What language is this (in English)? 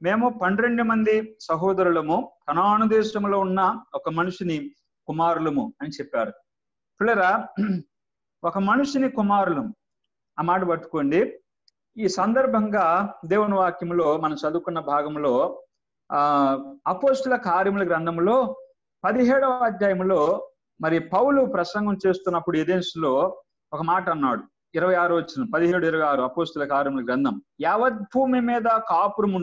Telugu